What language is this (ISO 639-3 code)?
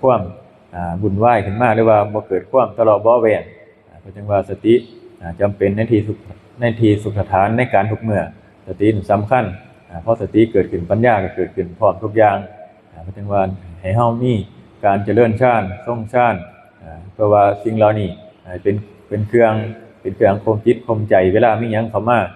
tts